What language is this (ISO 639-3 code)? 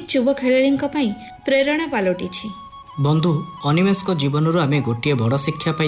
ori